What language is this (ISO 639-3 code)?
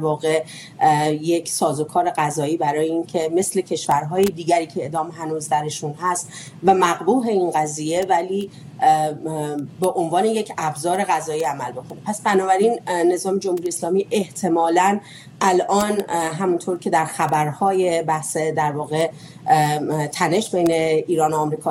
fas